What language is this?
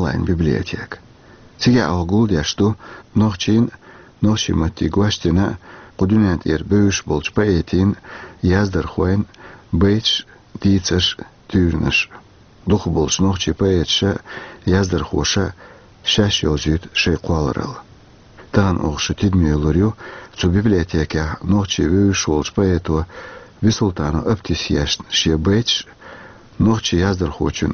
Chechen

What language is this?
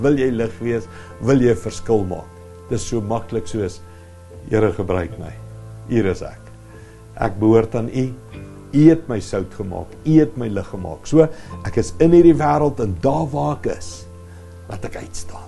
Afrikaans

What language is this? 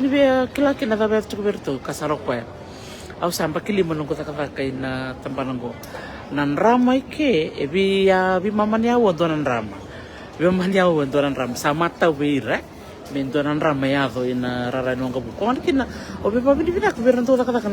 Fijian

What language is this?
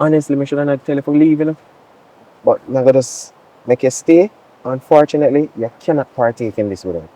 Jamaican Creole English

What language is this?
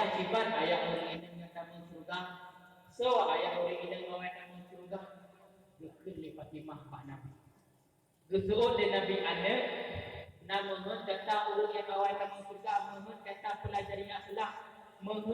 Achinese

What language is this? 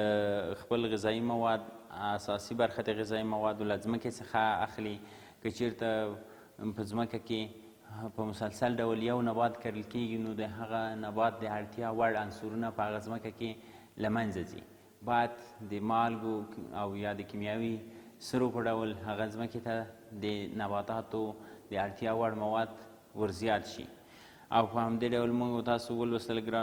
Pashto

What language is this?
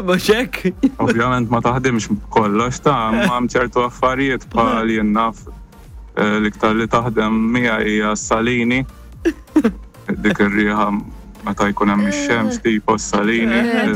Maltese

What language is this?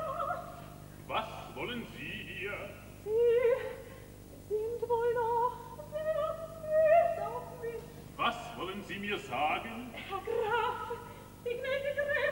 German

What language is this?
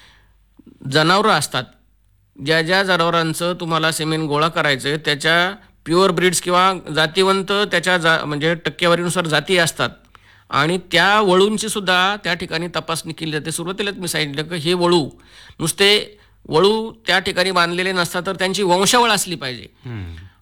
Marathi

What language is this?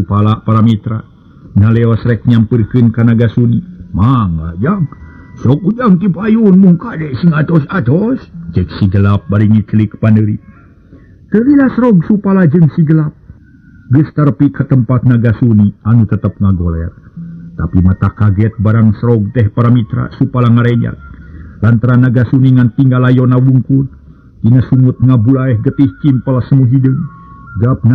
Sundanese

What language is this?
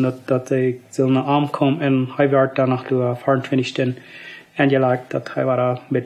Plautdietsch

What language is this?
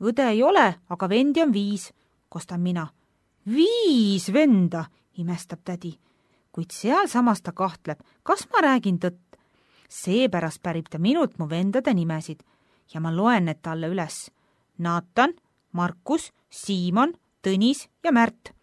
Estonian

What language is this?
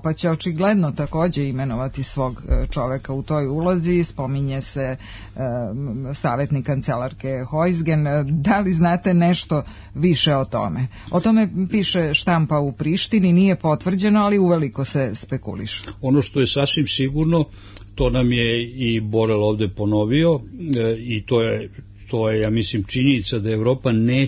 Serbian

